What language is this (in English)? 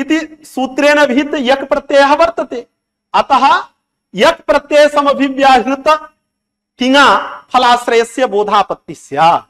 Sanskrit